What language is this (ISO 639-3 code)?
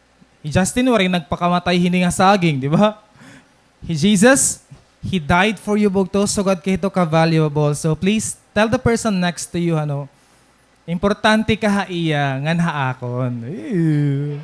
war